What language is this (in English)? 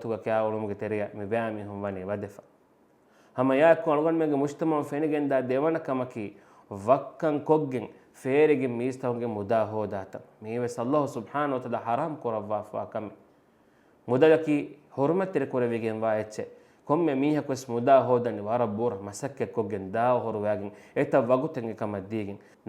Divehi